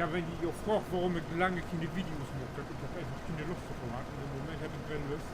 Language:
Low German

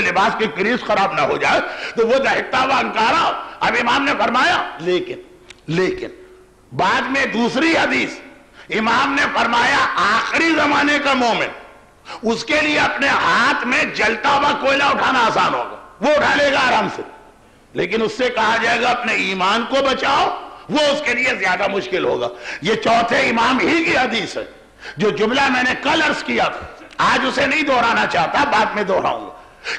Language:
Urdu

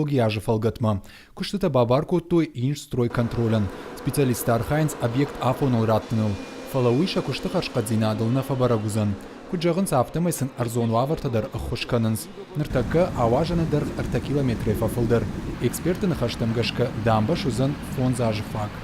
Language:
Ossetic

